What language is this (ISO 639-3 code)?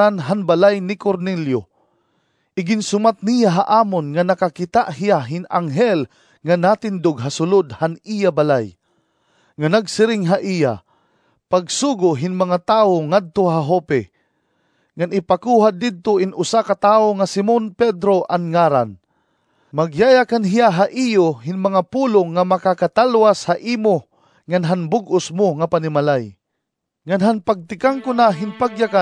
war